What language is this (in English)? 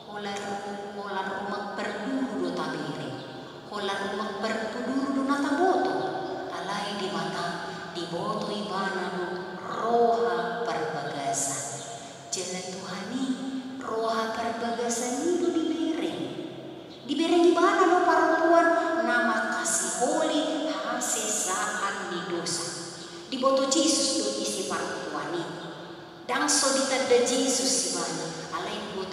Batak Toba